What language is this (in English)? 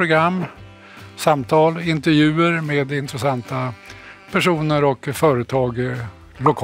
Swedish